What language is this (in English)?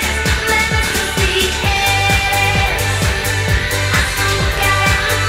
Spanish